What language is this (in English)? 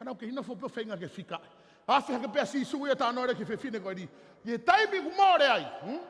Tongan